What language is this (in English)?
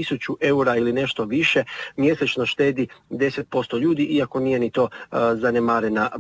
Croatian